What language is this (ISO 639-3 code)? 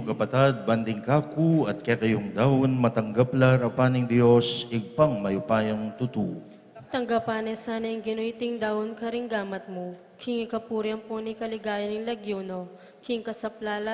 pam